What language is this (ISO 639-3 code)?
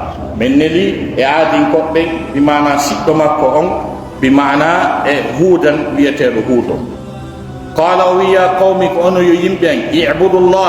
ful